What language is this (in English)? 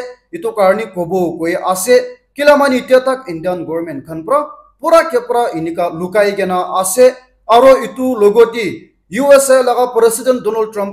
Naga Pidgin